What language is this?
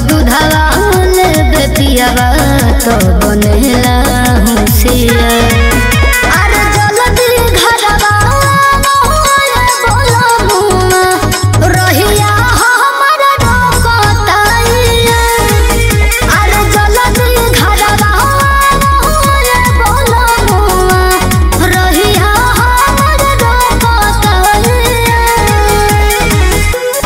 Bhojpuri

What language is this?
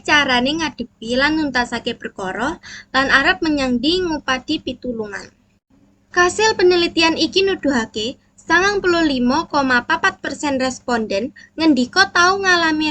Javanese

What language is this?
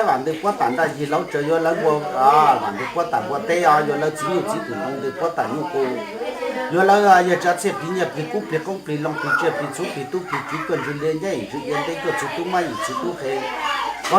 Hmong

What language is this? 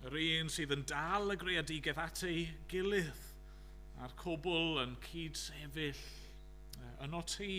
Welsh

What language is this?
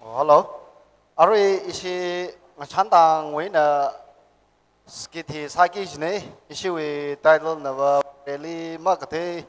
Tangkhul Naga (India)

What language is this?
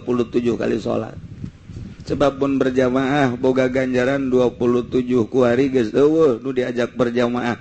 Sundanese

